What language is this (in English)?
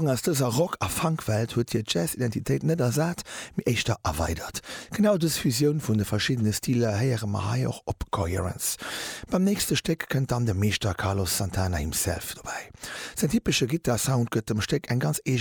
Luxembourgish